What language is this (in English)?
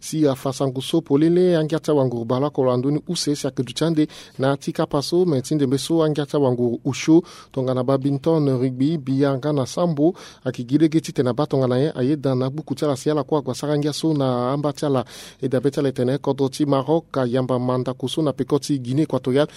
Sango